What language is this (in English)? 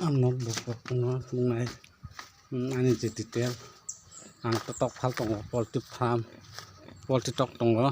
Kok Borok